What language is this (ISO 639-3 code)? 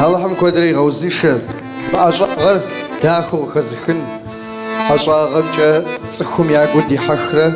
kbd